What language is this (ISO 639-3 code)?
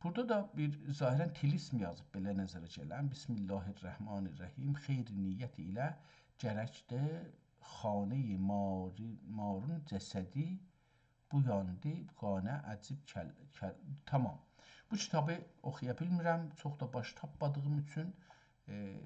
azb